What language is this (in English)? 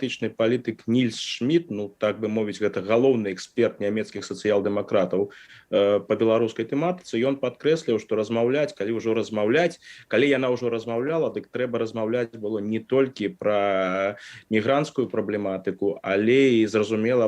Belarusian